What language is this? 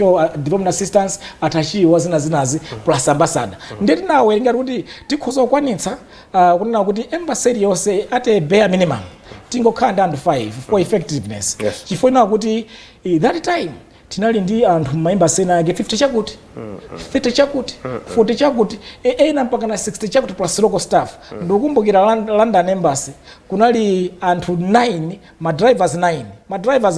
Nyanja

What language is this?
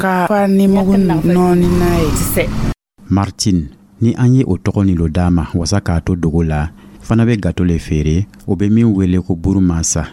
Dyula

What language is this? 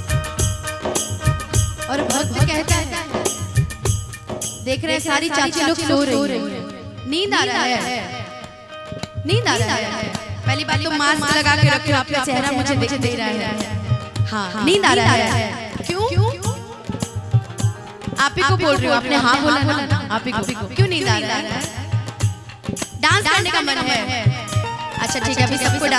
Hindi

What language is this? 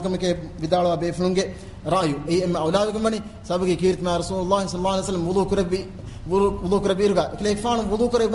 Divehi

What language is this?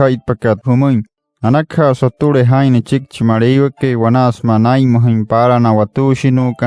Wayuu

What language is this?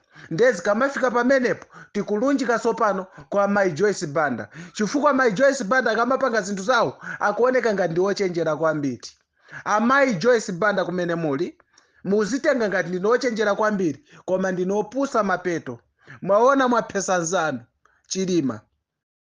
Nyanja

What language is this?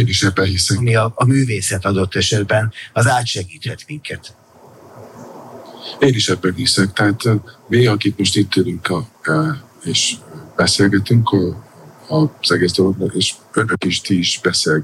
Hungarian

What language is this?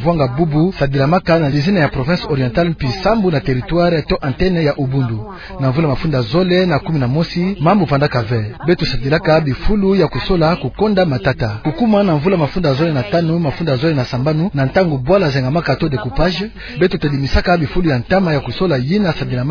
Kituba (Democratic Republic of Congo)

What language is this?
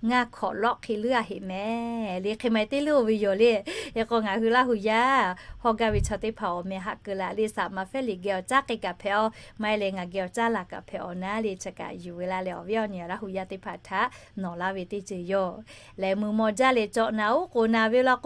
Lahu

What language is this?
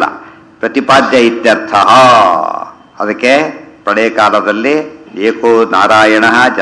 Kannada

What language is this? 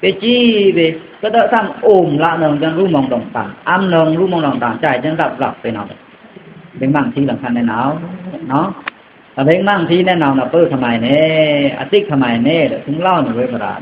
Pa'o Karen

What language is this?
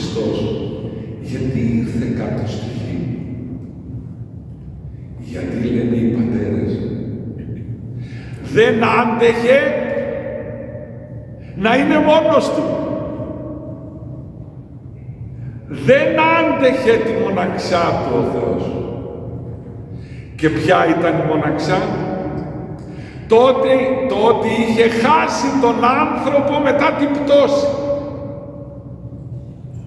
Greek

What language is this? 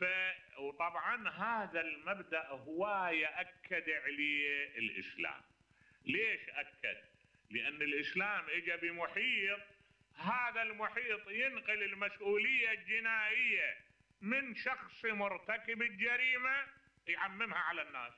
Mesopotamian Arabic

